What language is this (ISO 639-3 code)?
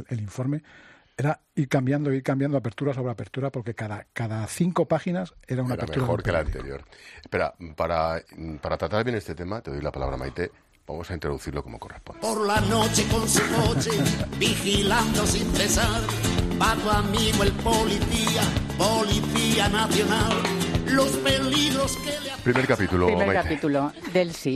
spa